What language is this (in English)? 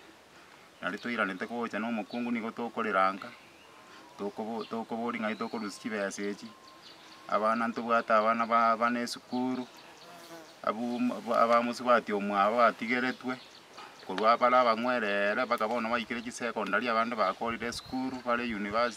Gusii